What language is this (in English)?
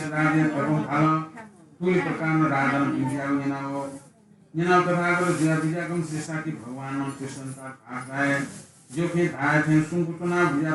Newari